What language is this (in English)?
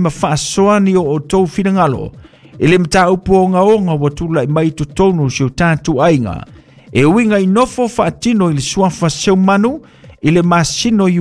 Samoan